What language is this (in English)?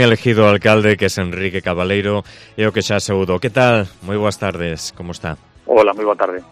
Galician